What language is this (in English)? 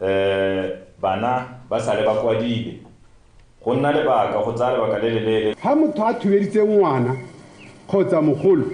Tswana